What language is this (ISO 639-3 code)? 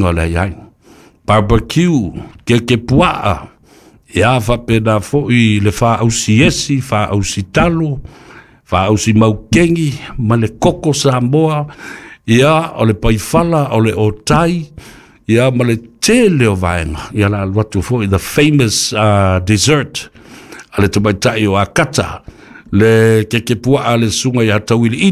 smo